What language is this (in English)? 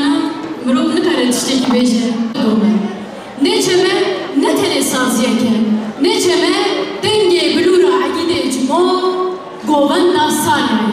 Kurdish